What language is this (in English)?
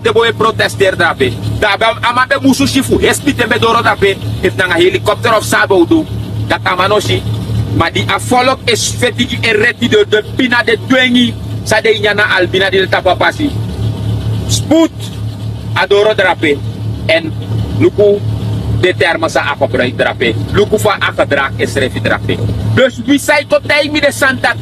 Sranan Tongo